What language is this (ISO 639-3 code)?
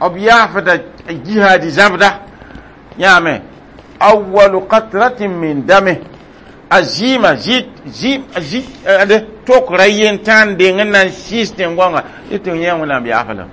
mos